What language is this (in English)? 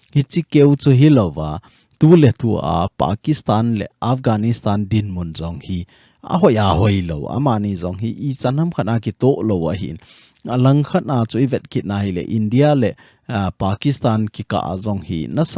Thado Chin